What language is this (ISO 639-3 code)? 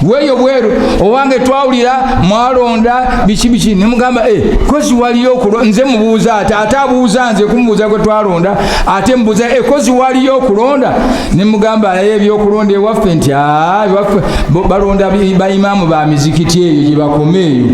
lug